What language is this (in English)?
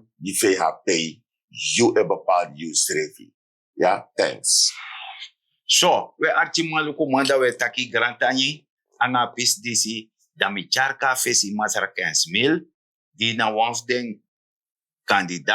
Sranan Tongo